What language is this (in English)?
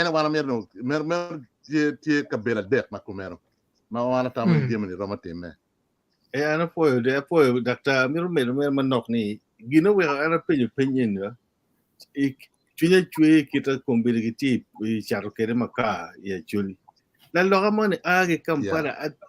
Acoli